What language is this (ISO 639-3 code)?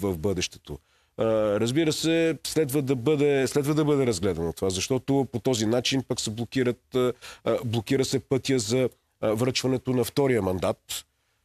bul